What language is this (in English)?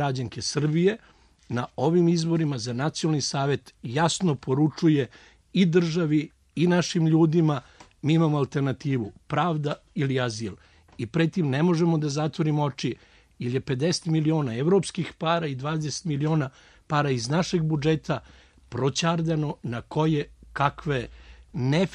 Serbian